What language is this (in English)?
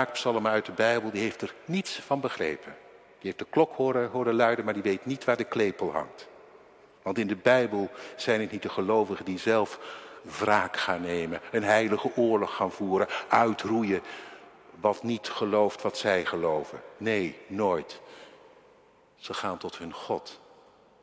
Dutch